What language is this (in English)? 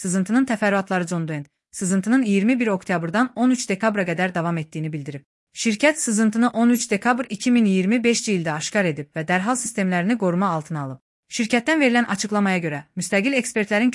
Azerbaijani